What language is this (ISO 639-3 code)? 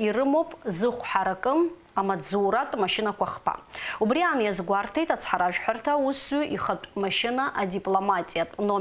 abk